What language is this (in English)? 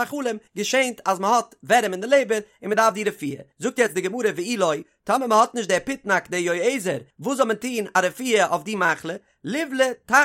Yiddish